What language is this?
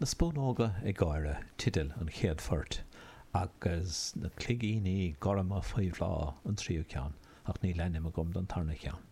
Irish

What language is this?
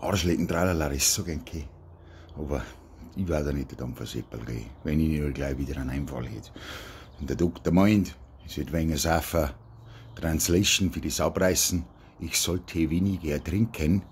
Bavarian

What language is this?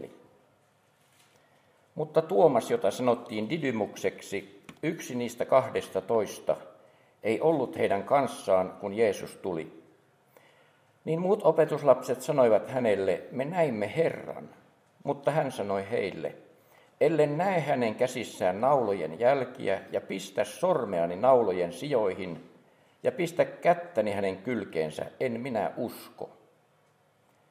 Finnish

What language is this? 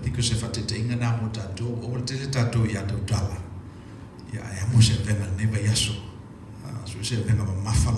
Samoan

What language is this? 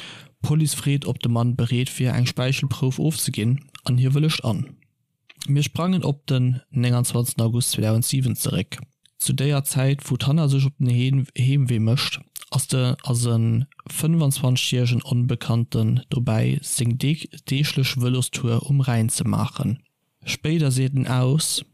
Luxembourgish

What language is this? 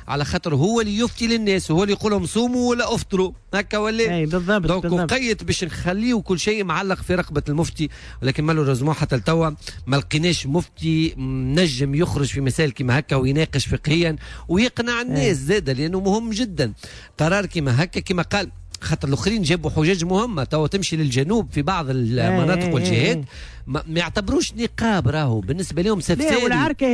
Tunisian Arabic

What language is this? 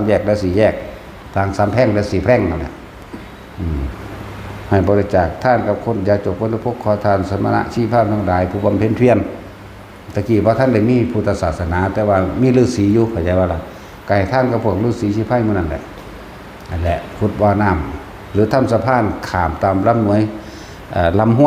Northeastern Thai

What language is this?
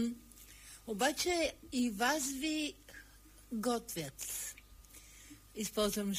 Bulgarian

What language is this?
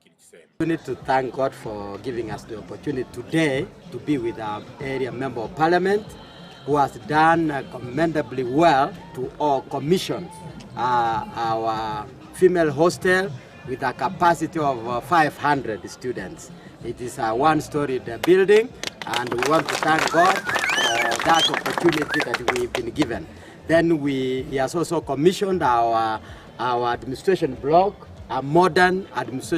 Gusii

